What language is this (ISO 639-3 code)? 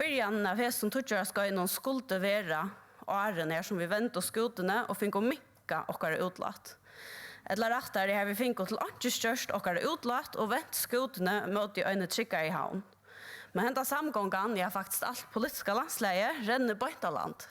fao